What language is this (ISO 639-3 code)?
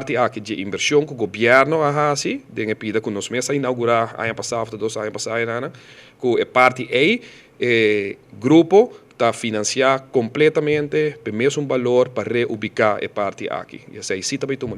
pap